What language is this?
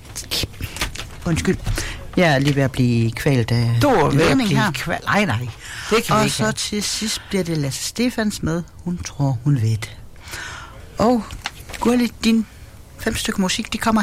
Danish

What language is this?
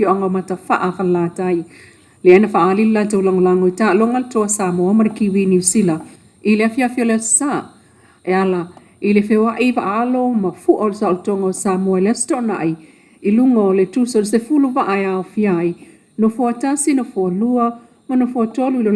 Samoan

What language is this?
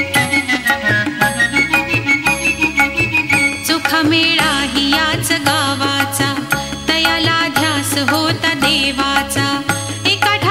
Marathi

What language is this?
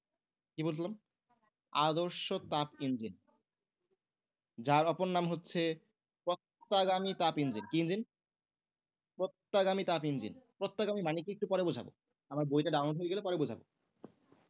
Bangla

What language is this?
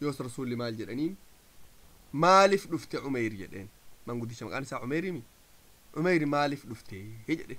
Oromo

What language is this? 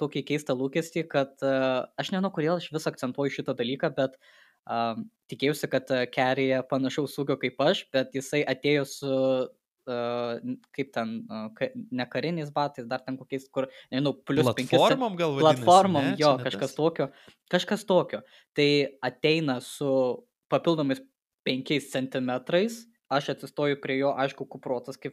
Lithuanian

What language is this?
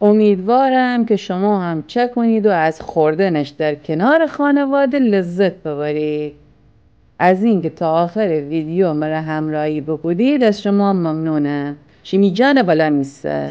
Gilaki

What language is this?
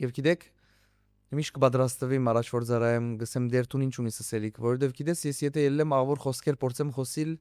Western Armenian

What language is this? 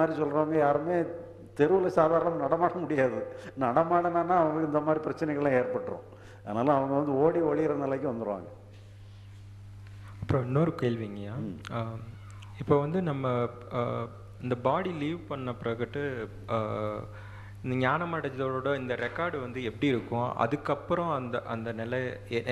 Tamil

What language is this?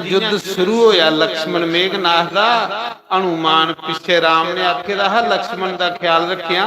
Dogri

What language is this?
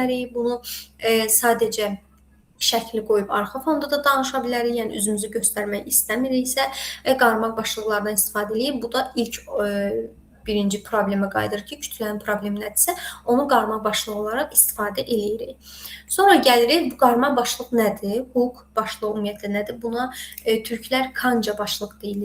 Azerbaijani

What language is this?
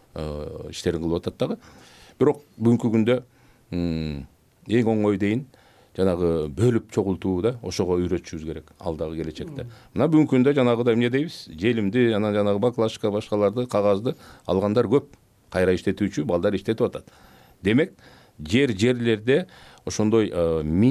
Kyrgyz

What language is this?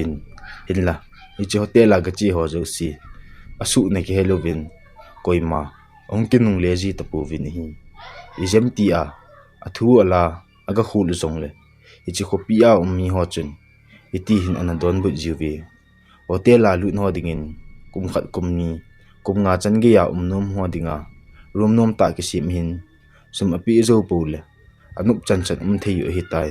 Thado Chin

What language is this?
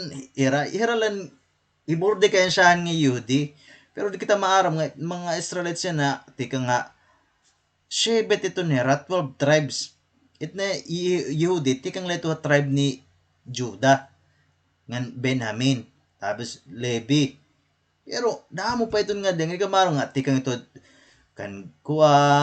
Waray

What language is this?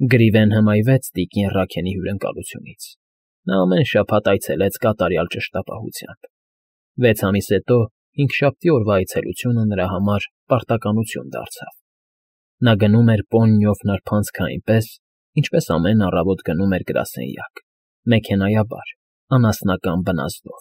Armenian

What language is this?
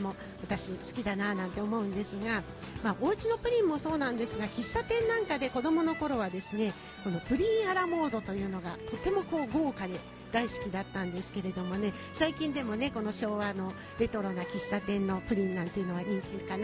Japanese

